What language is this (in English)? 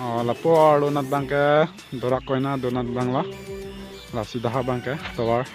Karbi